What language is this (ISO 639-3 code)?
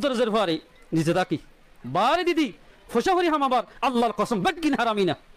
rhg